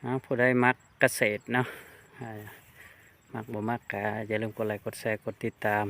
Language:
Lao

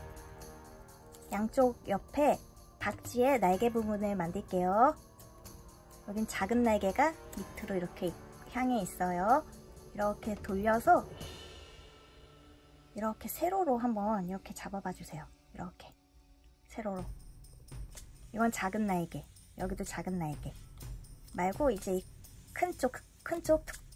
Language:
Korean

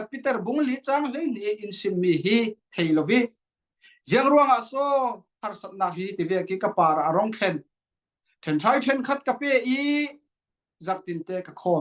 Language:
Falam Chin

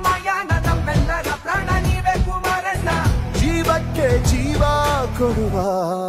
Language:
Kannada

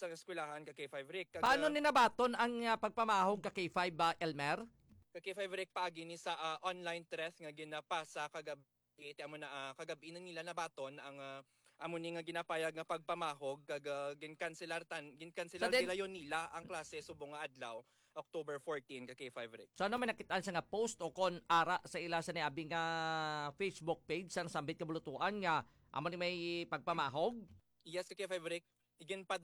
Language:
Hiligaynon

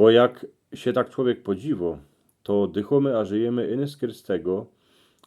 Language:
Silesian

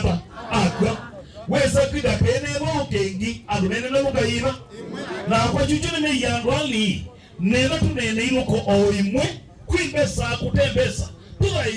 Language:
Kamba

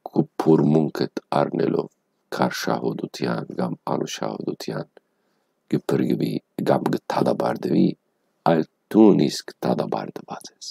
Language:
Western Armenian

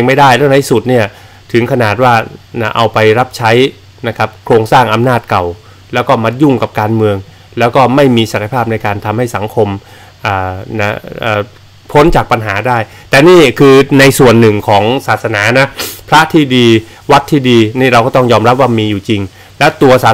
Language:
Thai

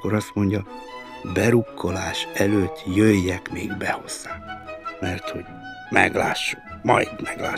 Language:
Hungarian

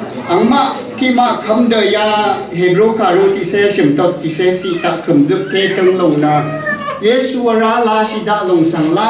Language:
Rawang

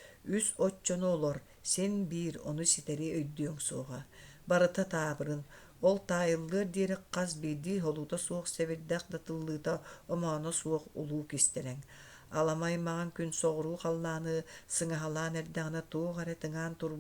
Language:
Yakut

